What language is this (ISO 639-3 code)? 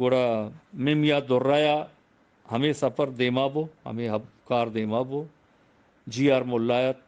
bgp